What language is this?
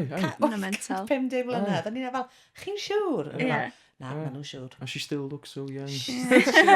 Welsh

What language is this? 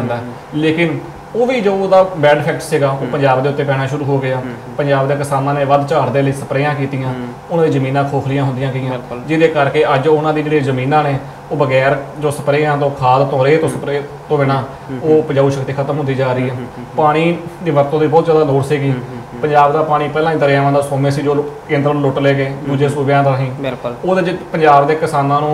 Punjabi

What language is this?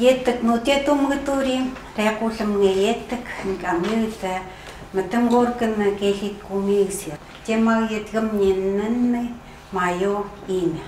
Chukot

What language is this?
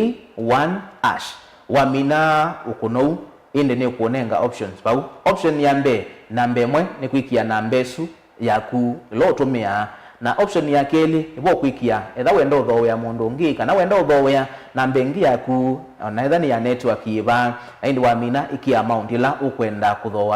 Kamba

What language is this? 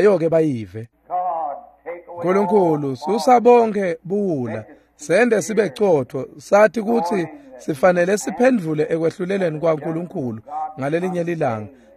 Swati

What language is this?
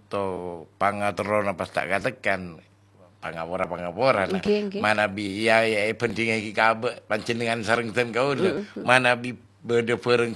Madurese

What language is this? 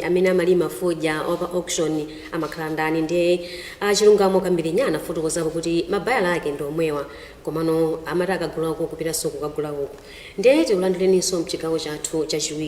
Nyanja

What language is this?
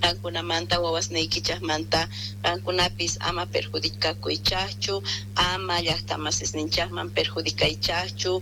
Quechua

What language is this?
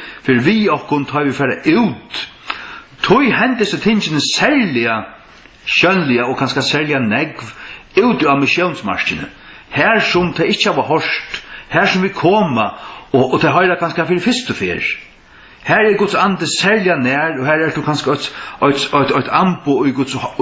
Faroese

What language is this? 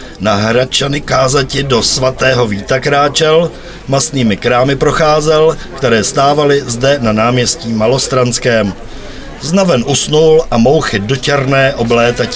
Czech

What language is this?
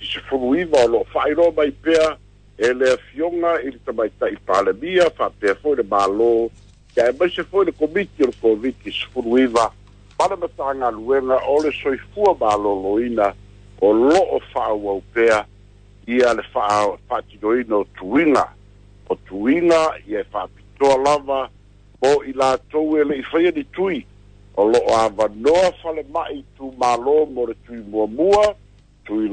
Samoan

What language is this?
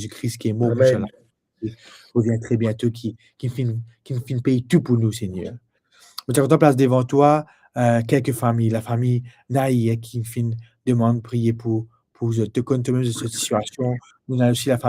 Morisyen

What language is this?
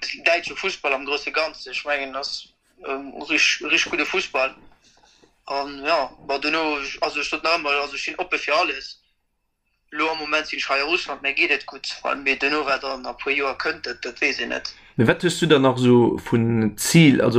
Luxembourgish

